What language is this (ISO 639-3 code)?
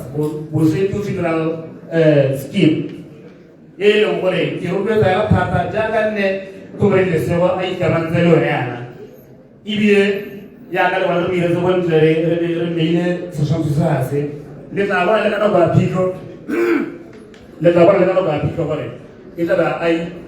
tsn